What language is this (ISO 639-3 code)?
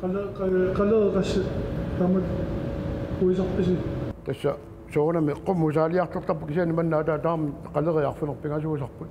kal